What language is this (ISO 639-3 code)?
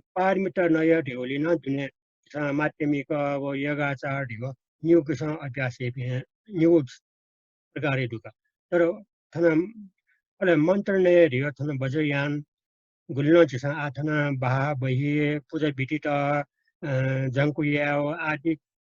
new